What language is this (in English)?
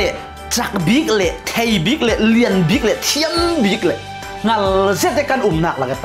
Falam Chin